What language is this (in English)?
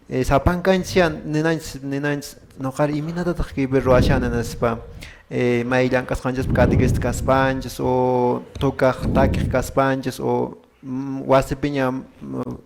Quechua